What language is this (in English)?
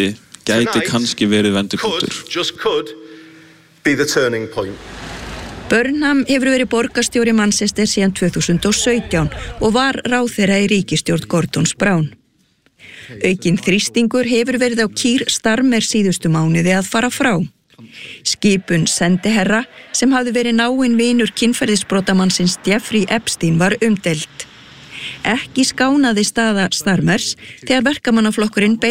Icelandic